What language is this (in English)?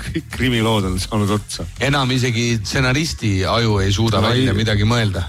Estonian